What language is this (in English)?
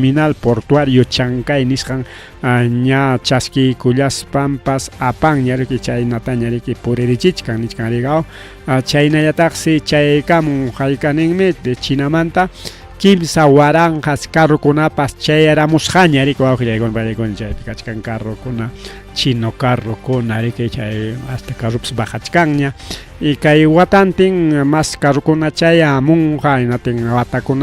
Ayacucho Quechua